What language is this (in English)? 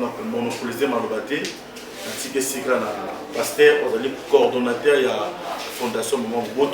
Lingala